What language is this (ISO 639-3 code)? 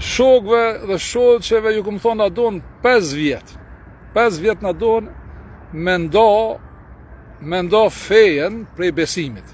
sqi